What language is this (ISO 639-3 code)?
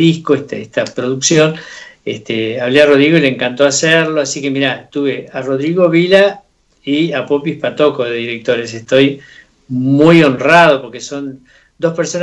spa